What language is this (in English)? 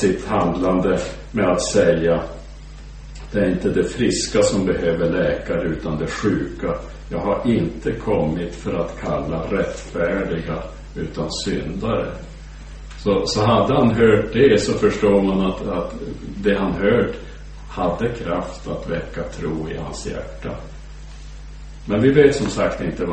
Swedish